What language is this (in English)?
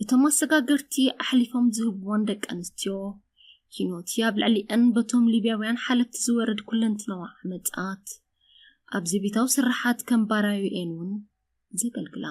Tigrinya